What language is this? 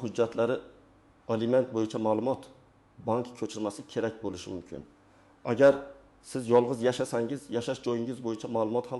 Uzbek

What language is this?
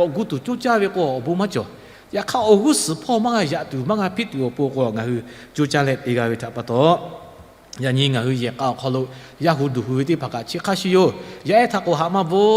Lahu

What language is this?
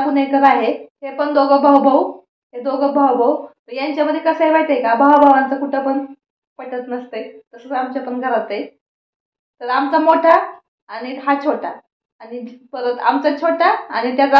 Marathi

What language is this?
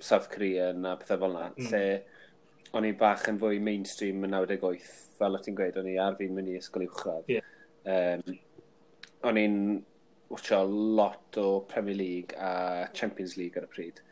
Welsh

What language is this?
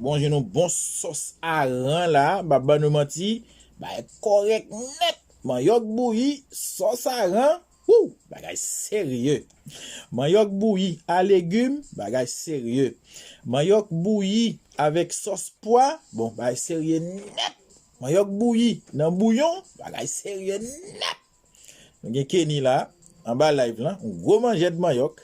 Haitian Creole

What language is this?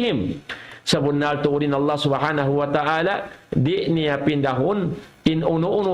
Tausug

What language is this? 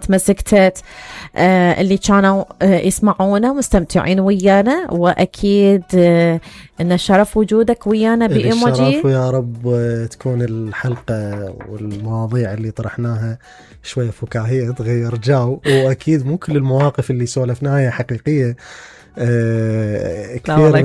Mesopotamian Arabic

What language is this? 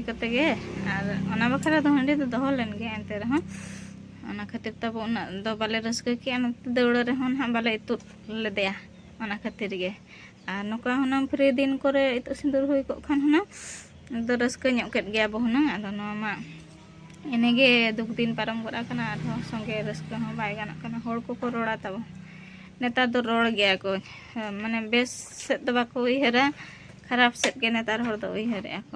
Santali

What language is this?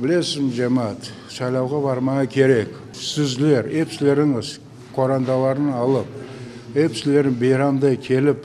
Crimean Tatar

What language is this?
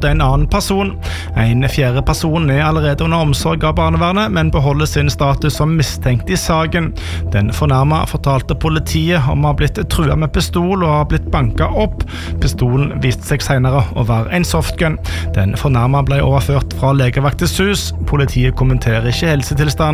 Norwegian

